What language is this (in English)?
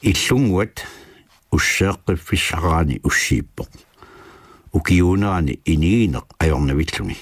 Kalaallisut